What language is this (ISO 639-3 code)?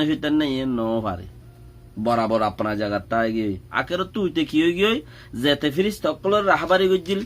rhg